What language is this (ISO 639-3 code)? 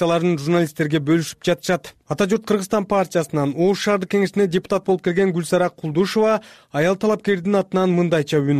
kir